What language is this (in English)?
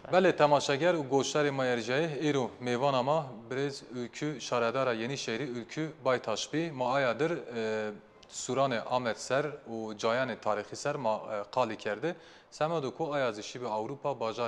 Zaza